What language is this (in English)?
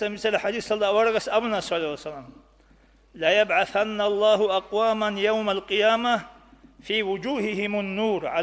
Avaric